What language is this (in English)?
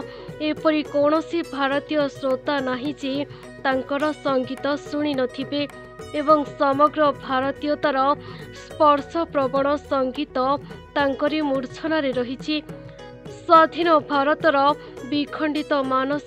Odia